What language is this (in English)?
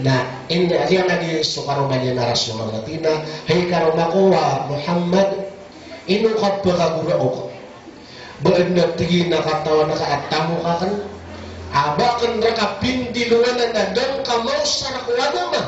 Maranao